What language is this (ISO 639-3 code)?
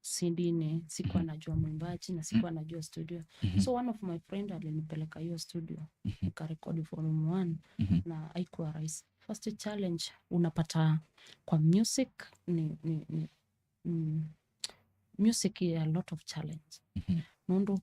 kam